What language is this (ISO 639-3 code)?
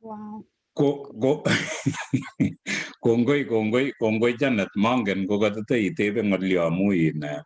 kln